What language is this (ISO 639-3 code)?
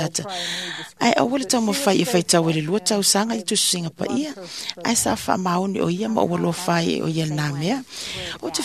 smo